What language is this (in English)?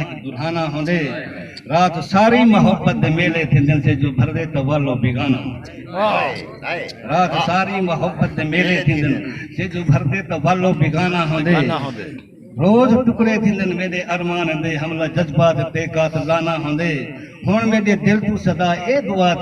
Saraiki